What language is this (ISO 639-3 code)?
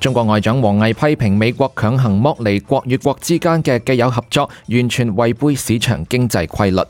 yue